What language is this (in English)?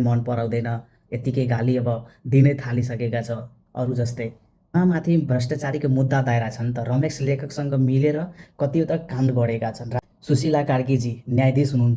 Nepali